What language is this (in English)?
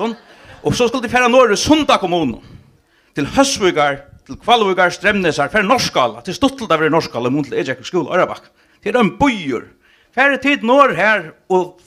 Faroese